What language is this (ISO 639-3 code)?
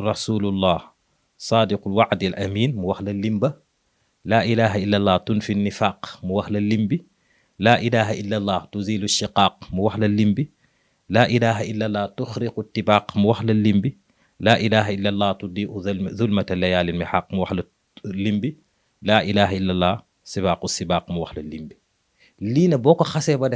wol